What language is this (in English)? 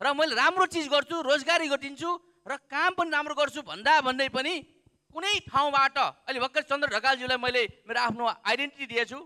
Nepali